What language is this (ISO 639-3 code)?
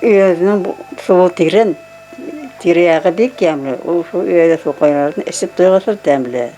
bak